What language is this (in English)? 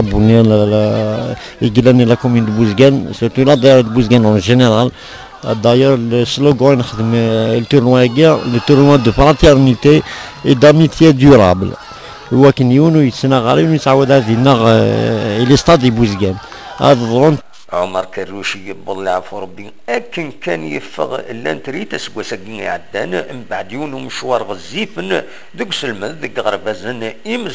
Kabyle